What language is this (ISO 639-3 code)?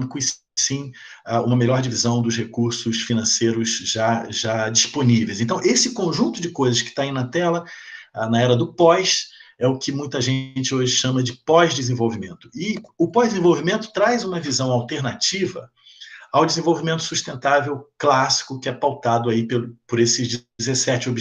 por